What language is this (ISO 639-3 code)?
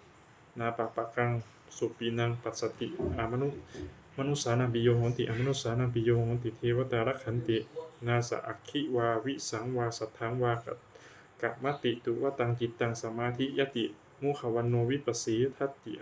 pli